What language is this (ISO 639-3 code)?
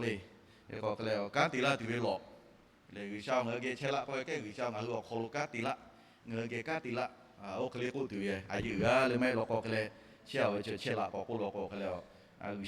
lhu